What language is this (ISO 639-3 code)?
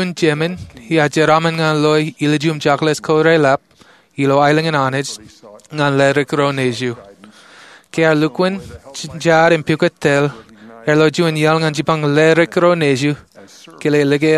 mah